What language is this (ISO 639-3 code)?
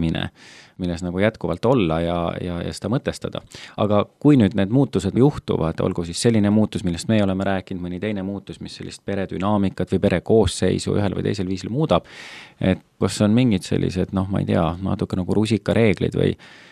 est